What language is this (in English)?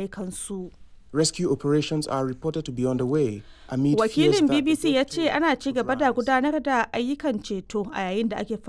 Hausa